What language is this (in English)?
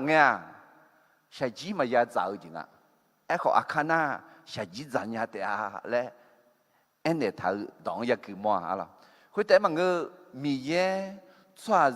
Akha